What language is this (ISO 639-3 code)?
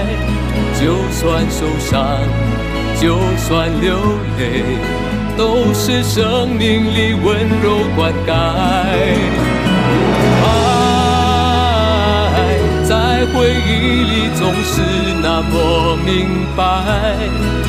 zho